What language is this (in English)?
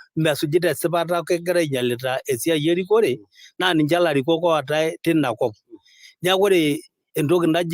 Masai